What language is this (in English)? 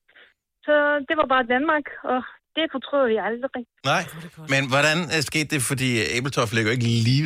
Danish